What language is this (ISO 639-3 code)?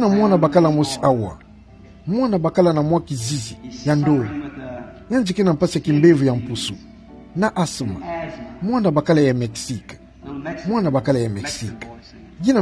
ktu